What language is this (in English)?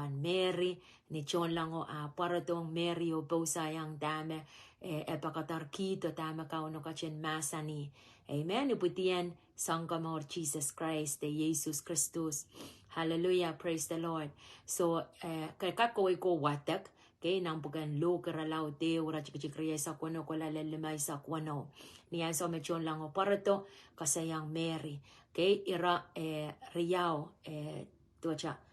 Pohnpeian